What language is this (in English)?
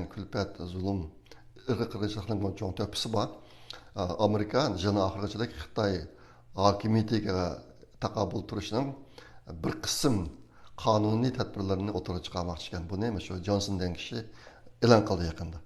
Uyghur